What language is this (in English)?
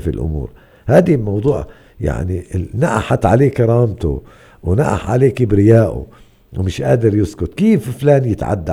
North Levantine Arabic